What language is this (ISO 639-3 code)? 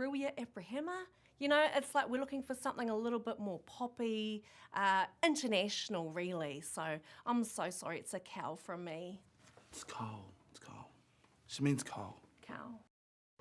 mri